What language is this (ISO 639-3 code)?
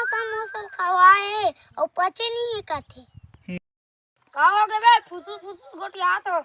hne